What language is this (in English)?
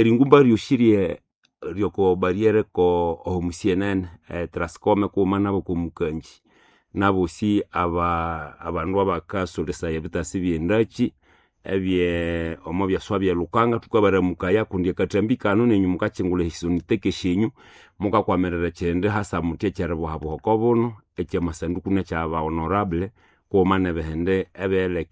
Nande